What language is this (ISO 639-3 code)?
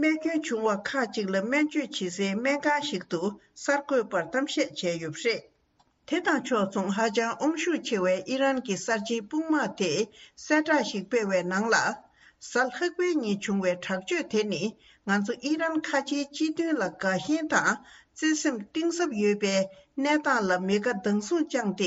bod